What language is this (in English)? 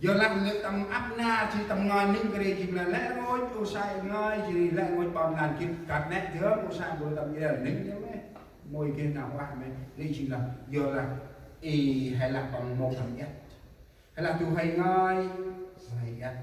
Central Mnong